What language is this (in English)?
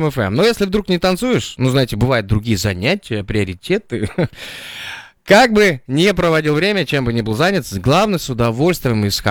Russian